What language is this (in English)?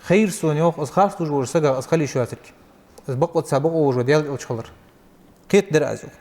Ingush